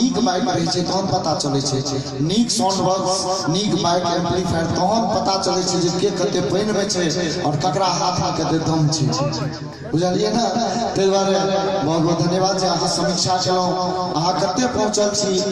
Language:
Maithili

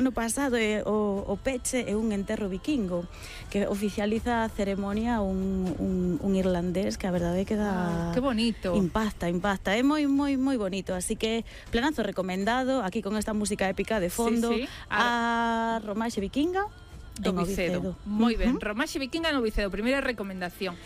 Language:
Galician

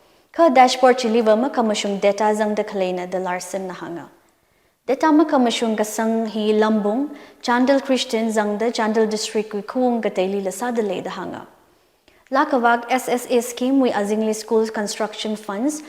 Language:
Tangkhul Naga (India)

